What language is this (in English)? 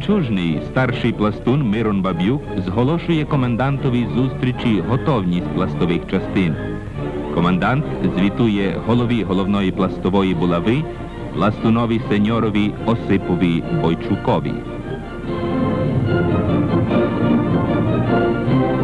Ukrainian